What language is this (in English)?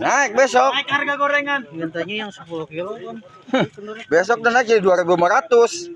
Betawi